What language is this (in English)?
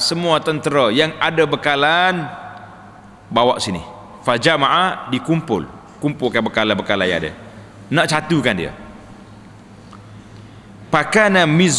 Malay